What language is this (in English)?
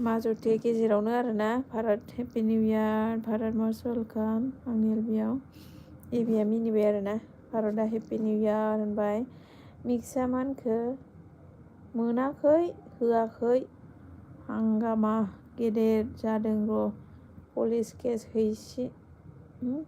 Bodo